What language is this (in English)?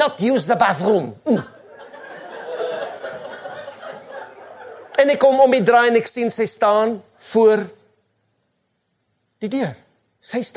Afrikaans